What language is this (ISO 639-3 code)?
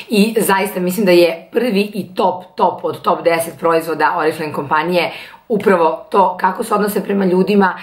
srp